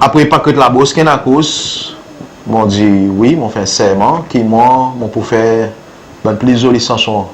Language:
Seselwa Creole French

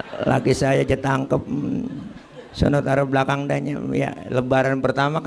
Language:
Betawi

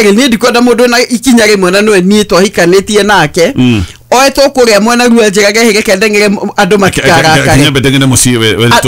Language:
Kikuyu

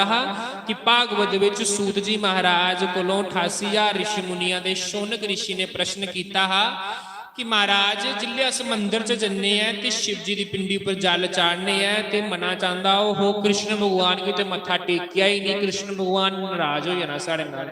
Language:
Dogri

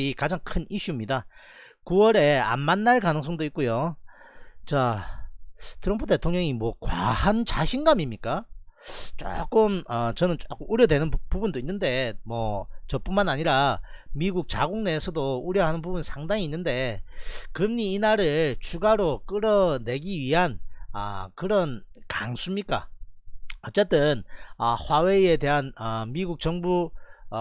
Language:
Korean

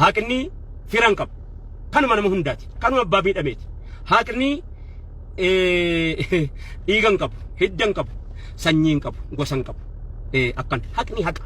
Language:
Oromo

